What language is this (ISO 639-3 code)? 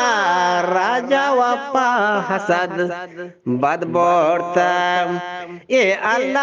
bgp